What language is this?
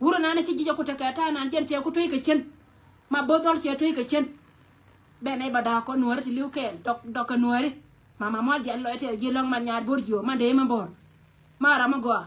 Nuer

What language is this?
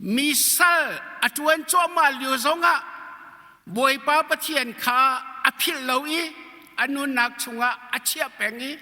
Hakha Chin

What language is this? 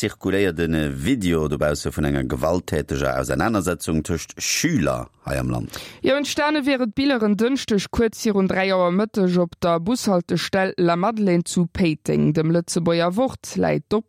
Luxembourgish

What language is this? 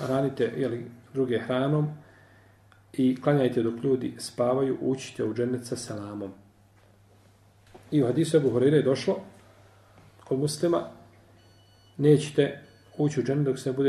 Bosnian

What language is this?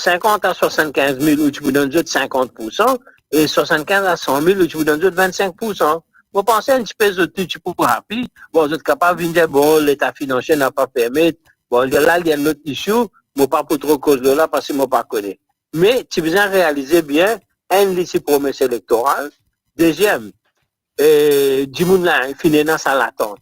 Morisyen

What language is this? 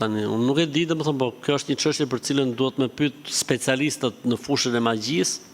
Albanian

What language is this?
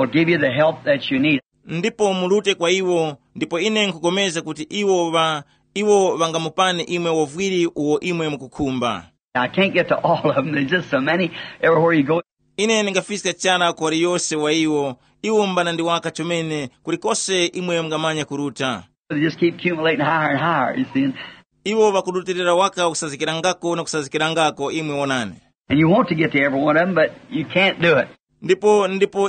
Tumbuka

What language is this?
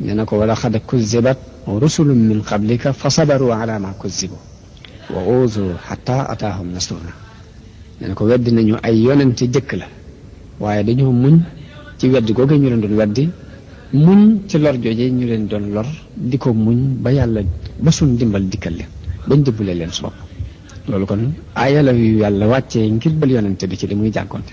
Wolof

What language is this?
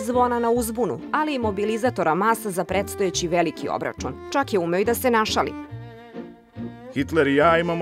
Serbian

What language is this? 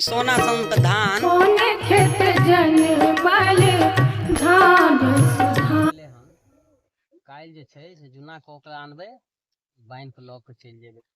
Maithili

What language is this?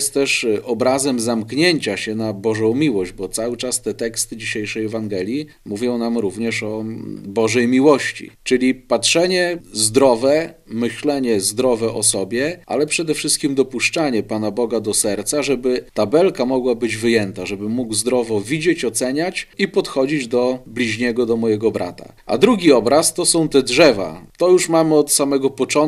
Polish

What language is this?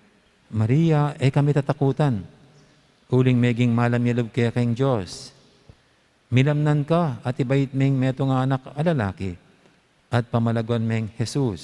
Pampanga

